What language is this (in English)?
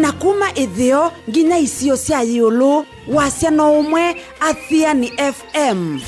Kamba